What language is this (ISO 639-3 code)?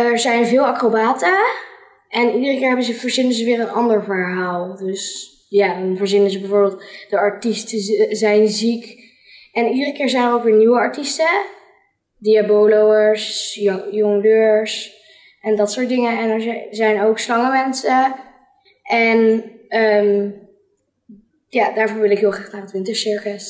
nld